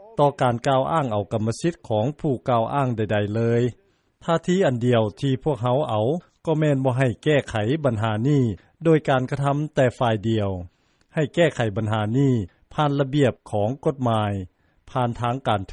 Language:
Lao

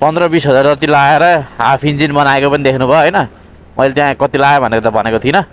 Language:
Nepali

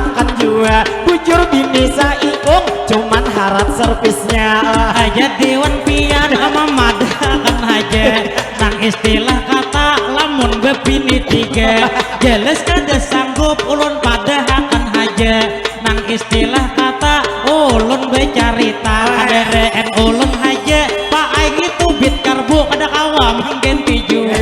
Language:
Banjar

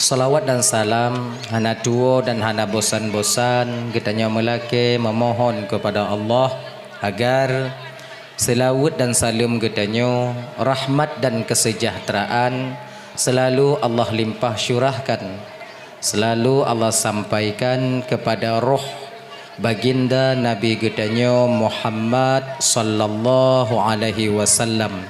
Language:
Achinese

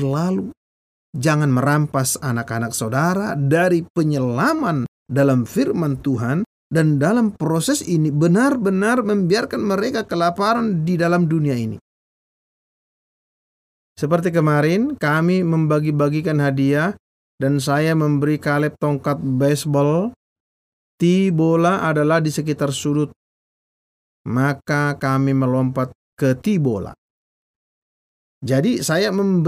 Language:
Indonesian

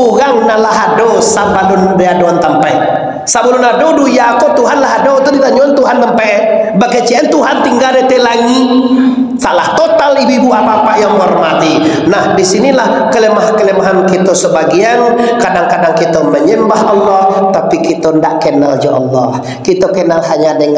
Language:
Minangkabau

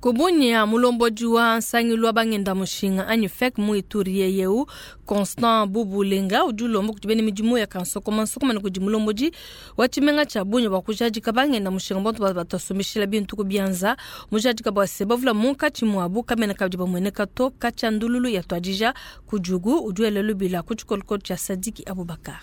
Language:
Luba-Lulua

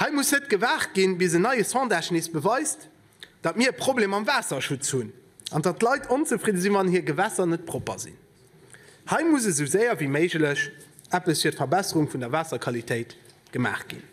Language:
Luxembourgish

